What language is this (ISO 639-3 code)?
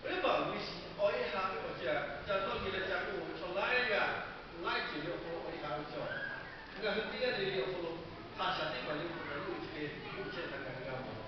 lhu